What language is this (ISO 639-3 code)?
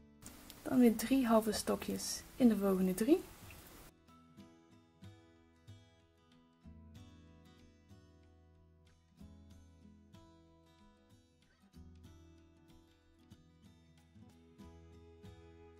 nld